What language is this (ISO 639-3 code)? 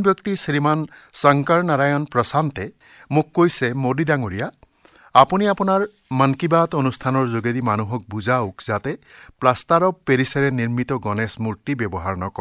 asm